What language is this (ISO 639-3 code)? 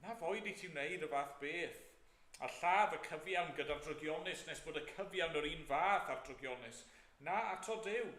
cym